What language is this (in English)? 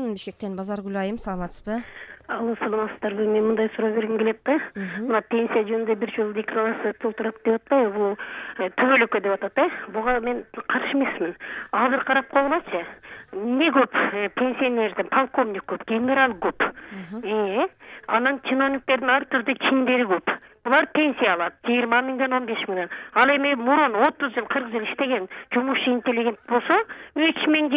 Kyrgyz